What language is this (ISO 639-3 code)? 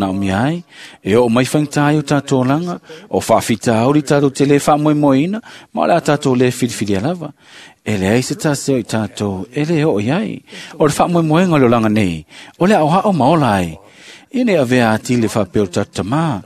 smo